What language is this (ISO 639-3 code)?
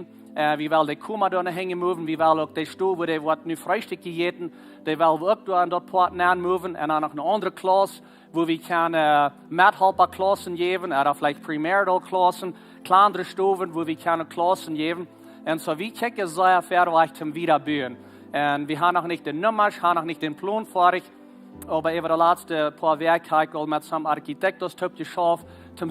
pdt